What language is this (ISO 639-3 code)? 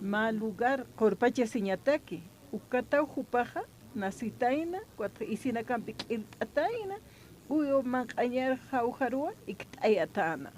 aym